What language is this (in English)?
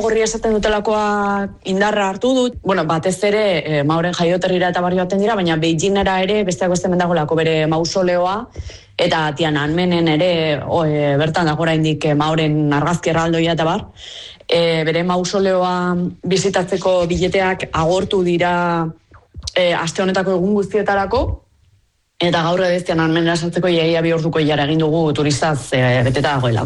Basque